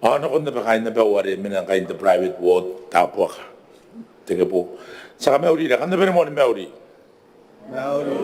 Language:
Gilbertese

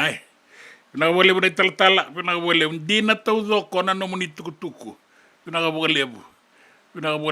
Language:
Fijian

